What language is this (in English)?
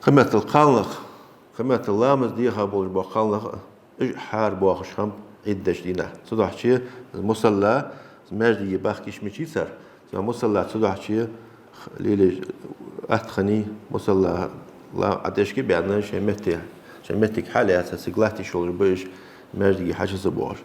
Ingush